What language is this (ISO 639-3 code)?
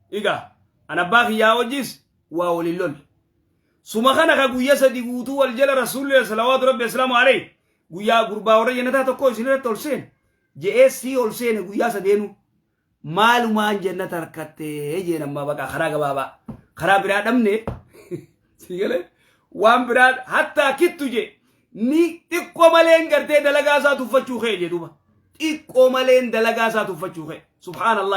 orm